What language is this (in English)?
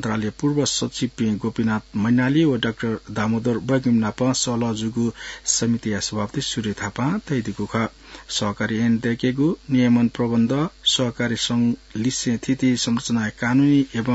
Newari